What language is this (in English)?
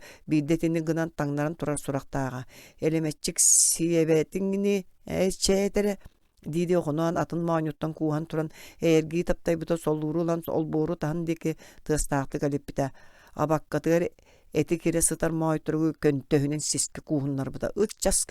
Yakut